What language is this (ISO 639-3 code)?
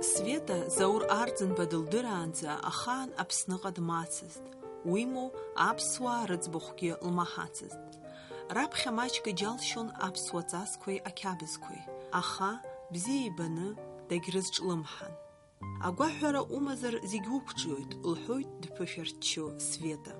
abk